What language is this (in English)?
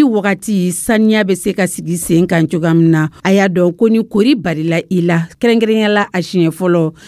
Dyula